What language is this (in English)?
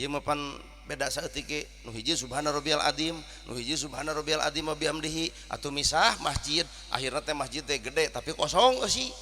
Sundanese